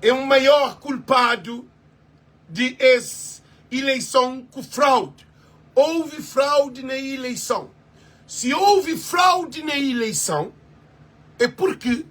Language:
Kabuverdianu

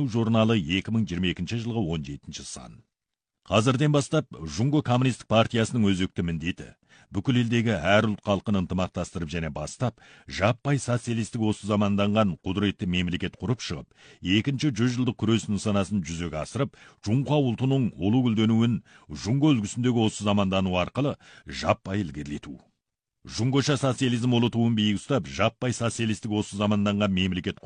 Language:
Kazakh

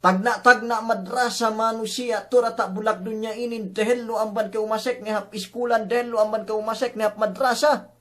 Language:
Yakan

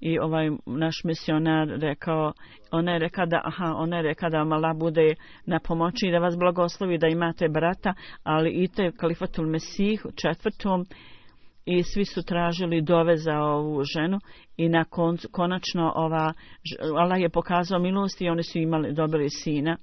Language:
Bosnian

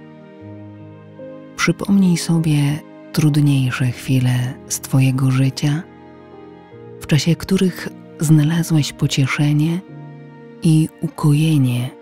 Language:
Polish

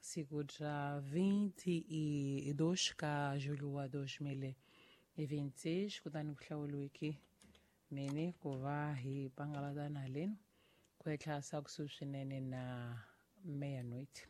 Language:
Tsonga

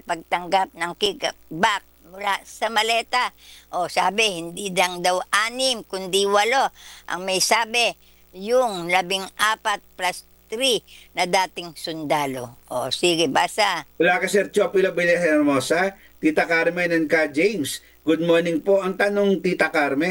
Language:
Filipino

